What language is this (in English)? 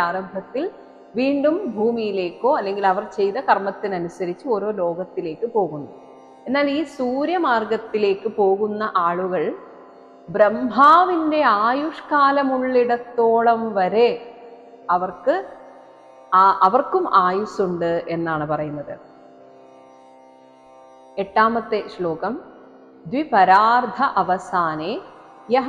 Malayalam